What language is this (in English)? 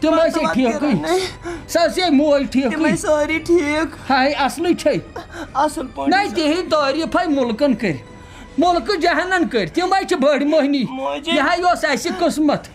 Kashmiri